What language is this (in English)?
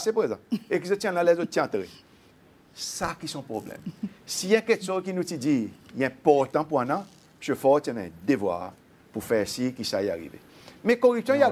Seselwa Creole French